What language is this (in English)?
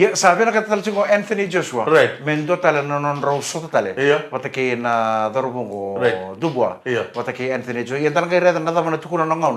Fijian